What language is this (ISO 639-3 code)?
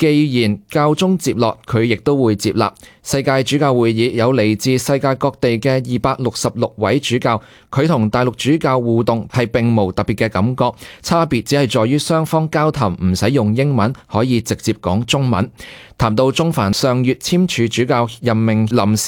yue